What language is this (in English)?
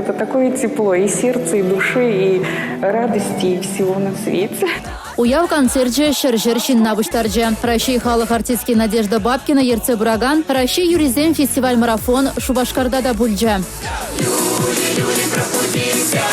Chuvash